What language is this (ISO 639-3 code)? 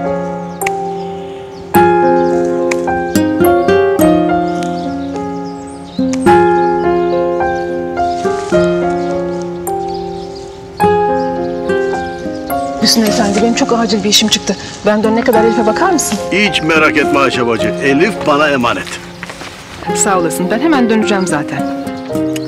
tur